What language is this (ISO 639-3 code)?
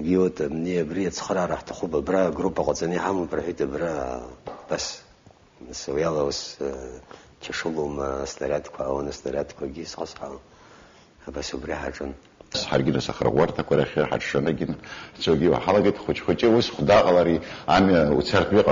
abk